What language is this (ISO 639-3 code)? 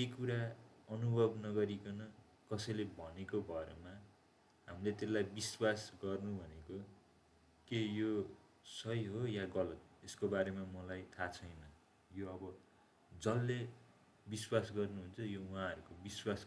nep